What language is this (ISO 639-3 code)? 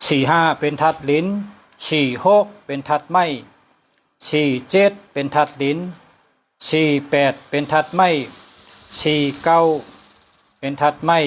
shn